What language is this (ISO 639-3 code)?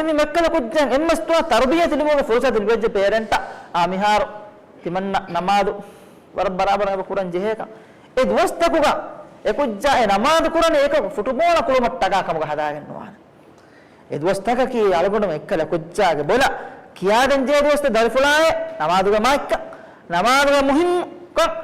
div